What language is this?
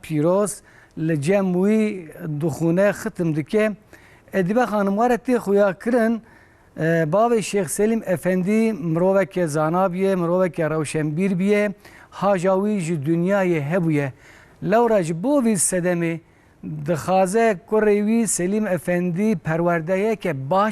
Kurdish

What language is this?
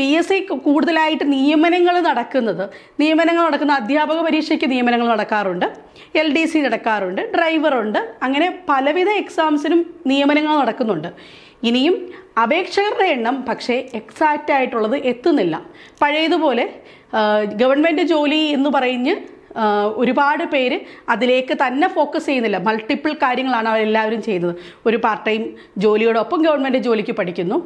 Malayalam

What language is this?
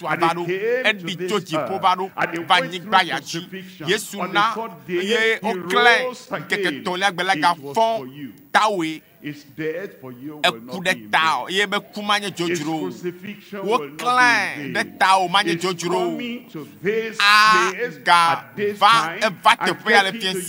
Ewe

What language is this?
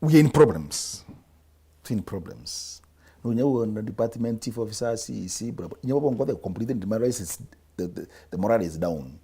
Meru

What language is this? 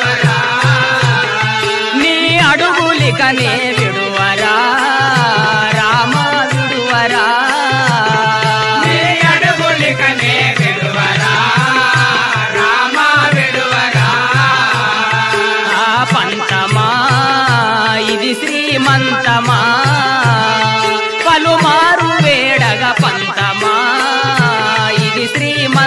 Telugu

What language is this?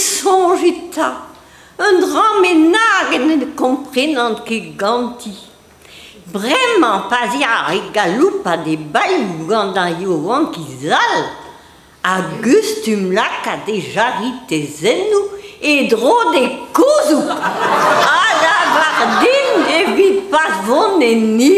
Breton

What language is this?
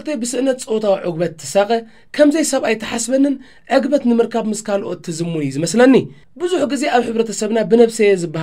Tigrinya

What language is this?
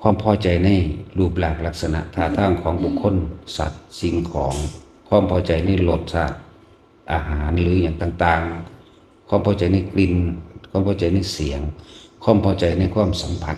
Northeastern Thai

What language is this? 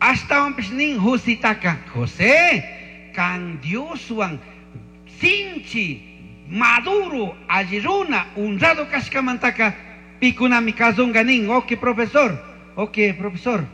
Chimborazo Highland Quichua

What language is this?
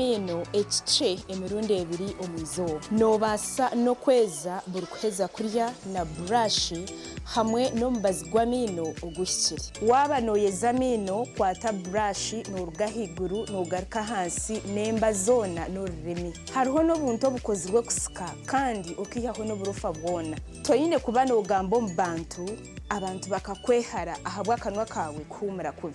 Nyankole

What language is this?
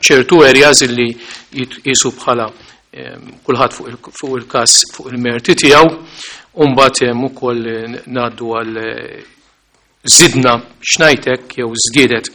Maltese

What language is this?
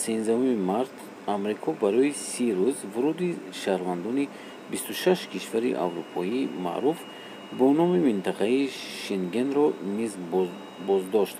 Tajik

